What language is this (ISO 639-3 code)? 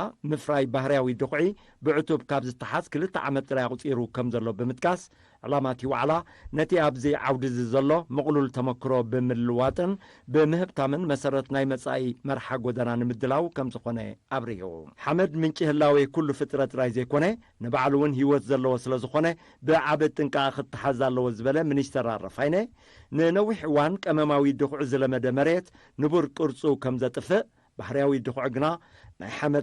tir